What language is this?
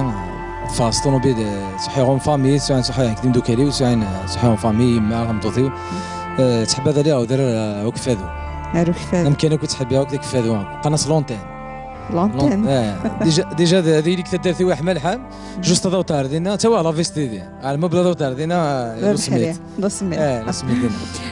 Kabyle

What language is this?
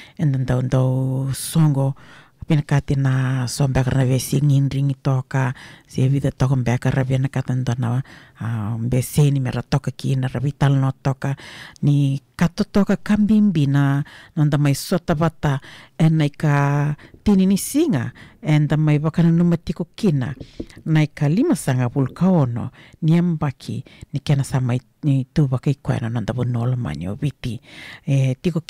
Fijian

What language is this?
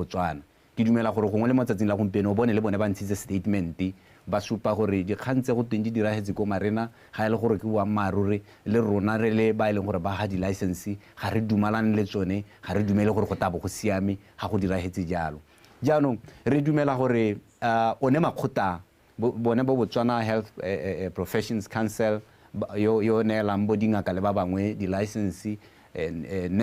Tswana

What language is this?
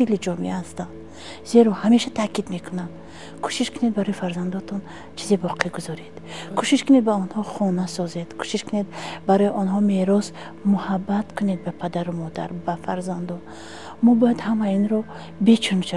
Tajik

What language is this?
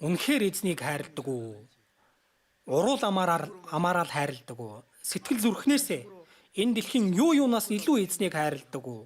Mongolian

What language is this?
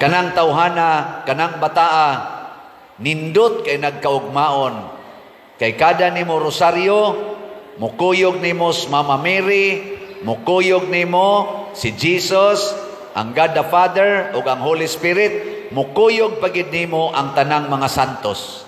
Cebuano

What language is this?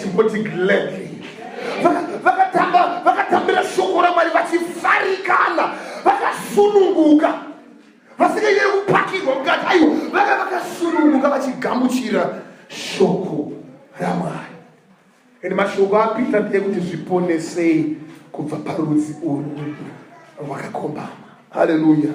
Shona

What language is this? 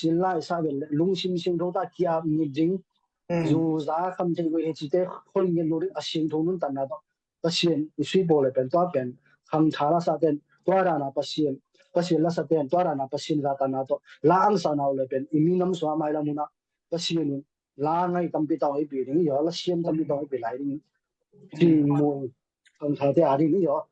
Tedim Chin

